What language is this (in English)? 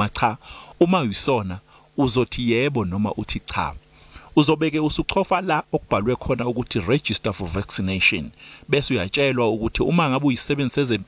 Zulu